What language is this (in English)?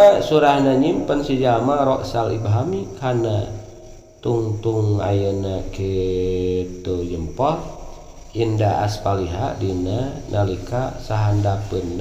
Sundanese